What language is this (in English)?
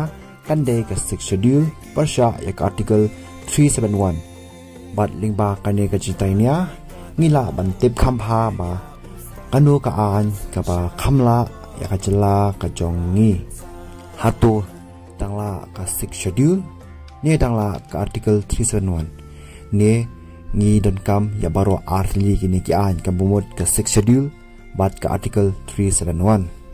Khasi